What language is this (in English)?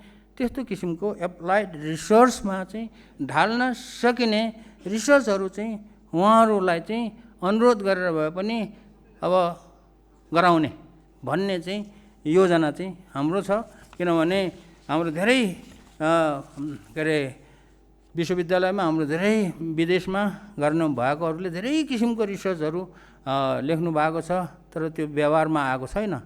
Nepali